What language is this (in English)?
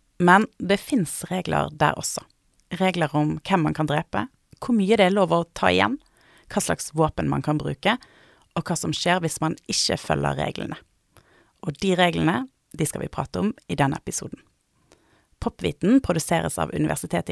Norwegian